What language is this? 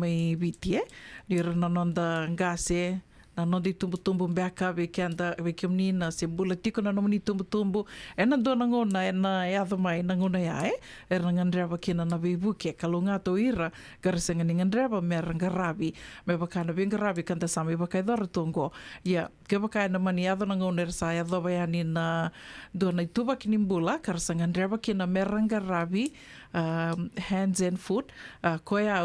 Fijian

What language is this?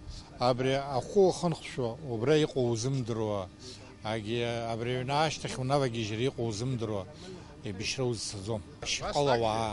Abkhazian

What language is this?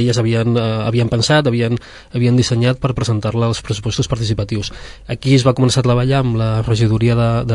Catalan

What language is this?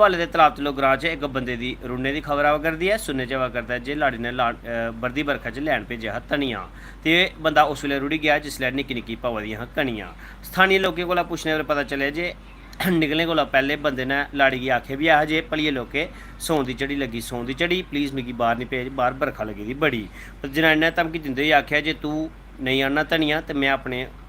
Dogri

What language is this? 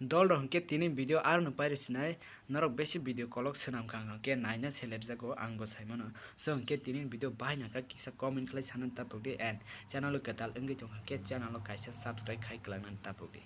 Kok Borok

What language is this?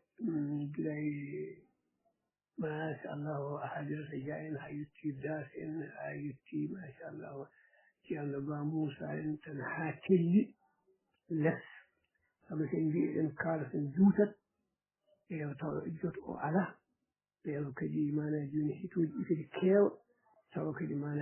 Fula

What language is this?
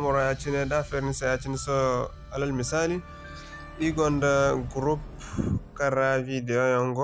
Zarma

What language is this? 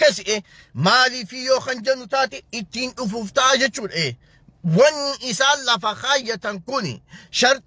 Oromo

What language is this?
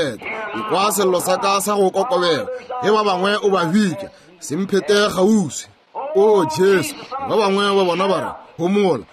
Northern Sotho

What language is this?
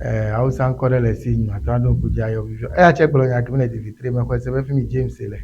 Ewe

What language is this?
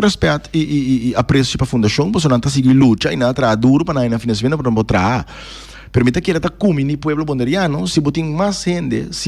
Papiamento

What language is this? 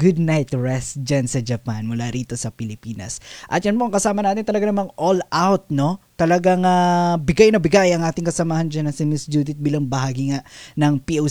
Filipino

